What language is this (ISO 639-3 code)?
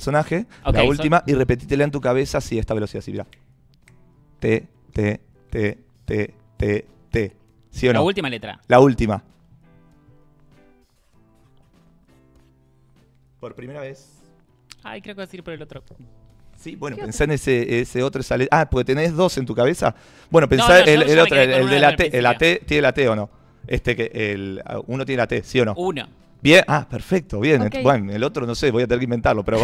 spa